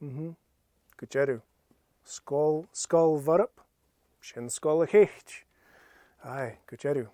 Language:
Scottish Gaelic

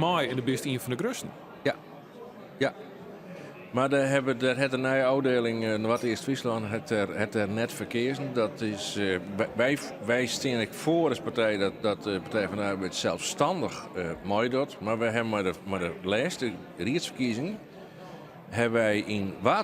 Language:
Western Frisian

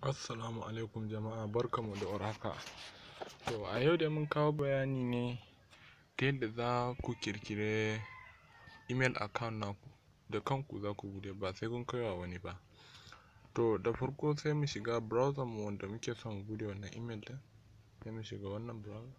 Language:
Hausa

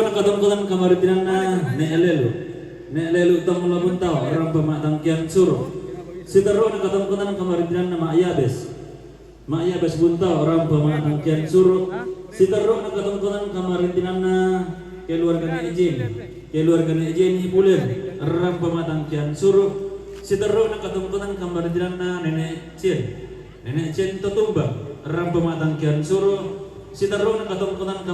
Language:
Toraja-Sa'dan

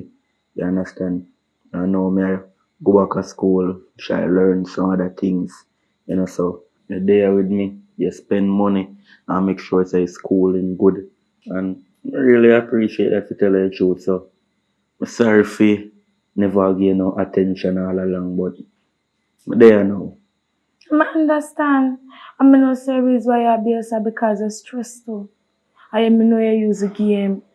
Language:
Jamaican Creole English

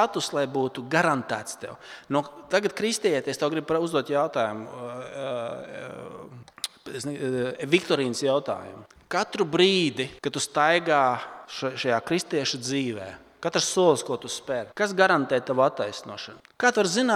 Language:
Latvian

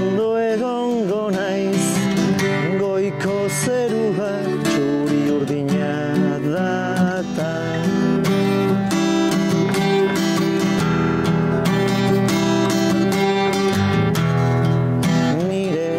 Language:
Basque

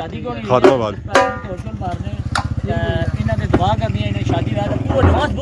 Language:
Pahari-Potwari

